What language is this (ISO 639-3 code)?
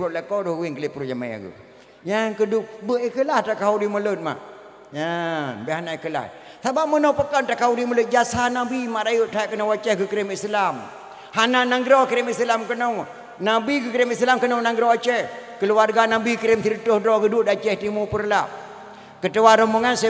ace